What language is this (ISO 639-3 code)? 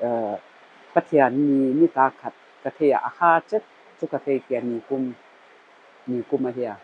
pck